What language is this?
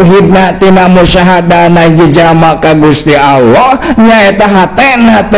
Sundanese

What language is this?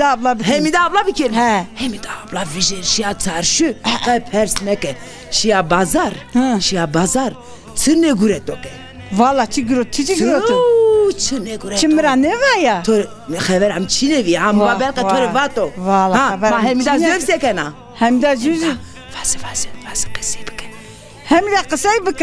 Zaza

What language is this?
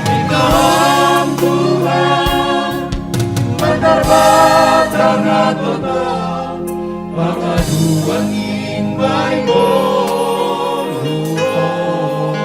Batak Simalungun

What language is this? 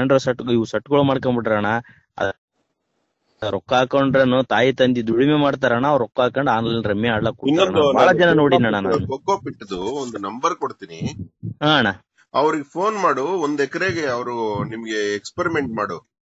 Kannada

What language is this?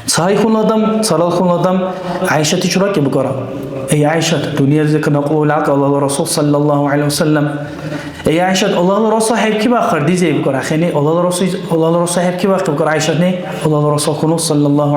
Dargwa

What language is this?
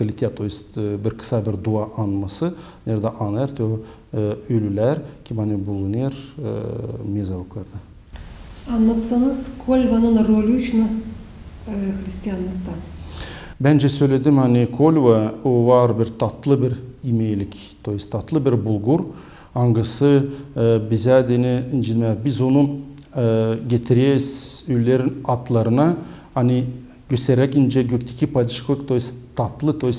Gagauz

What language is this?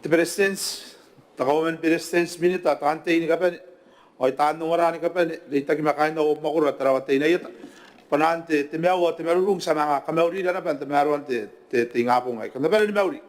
Gilbertese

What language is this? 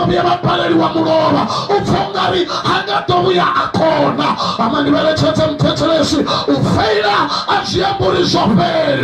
Venda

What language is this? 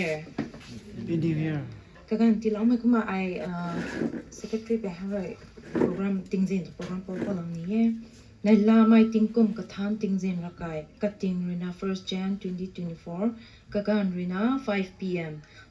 Rongmei Naga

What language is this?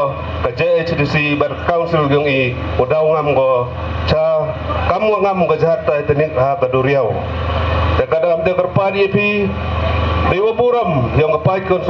Khasi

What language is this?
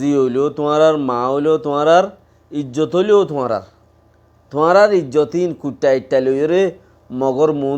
Rohingya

